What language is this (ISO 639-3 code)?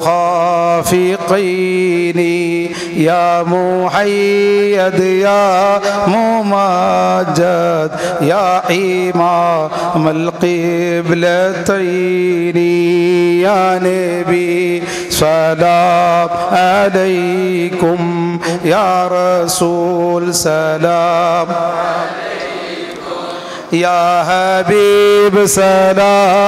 mal